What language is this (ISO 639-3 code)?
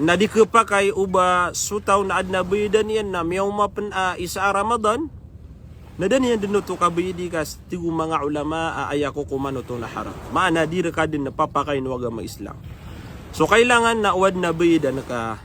mrw